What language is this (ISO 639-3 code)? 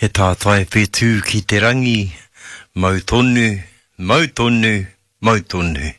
mri